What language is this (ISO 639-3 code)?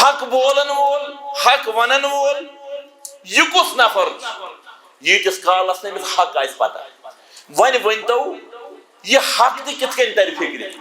kas